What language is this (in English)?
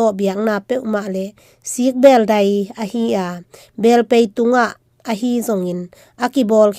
Tedim Chin